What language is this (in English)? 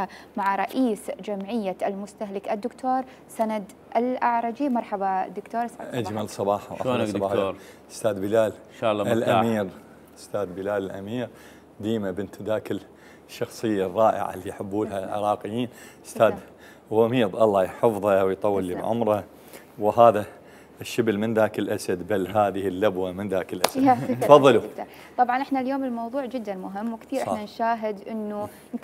Mesopotamian Arabic